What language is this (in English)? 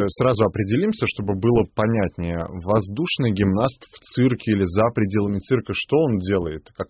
Russian